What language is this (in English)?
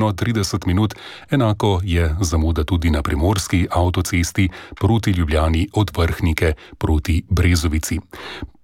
Slovenian